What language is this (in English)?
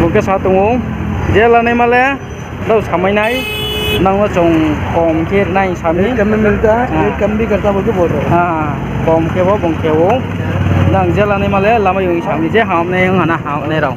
Riang (India)